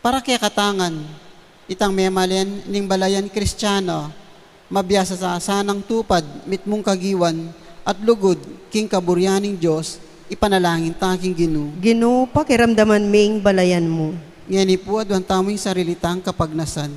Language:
Pampanga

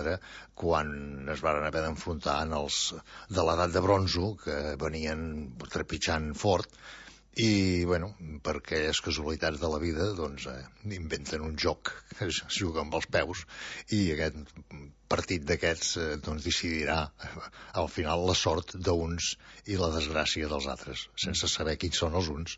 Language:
Catalan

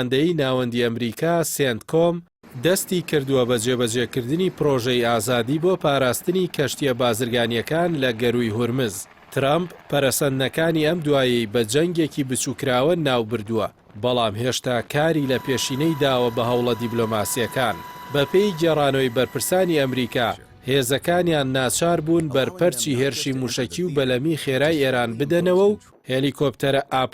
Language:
Central Kurdish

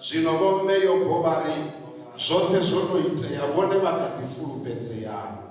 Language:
Venda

